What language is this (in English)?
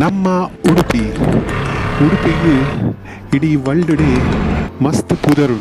Tulu